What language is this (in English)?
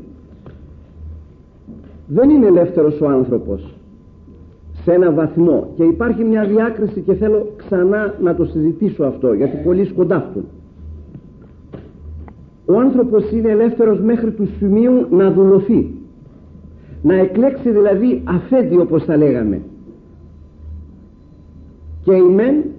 Greek